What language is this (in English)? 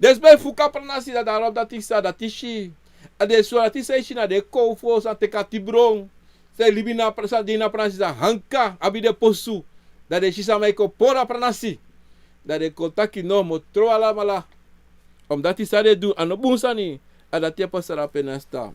Sranan Tongo